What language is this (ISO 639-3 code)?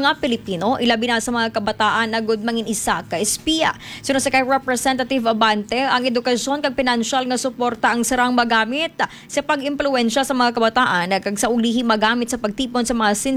hil